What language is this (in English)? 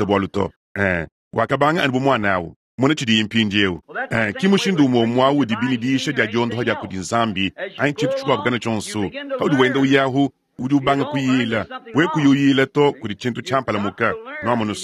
Luba-Lulua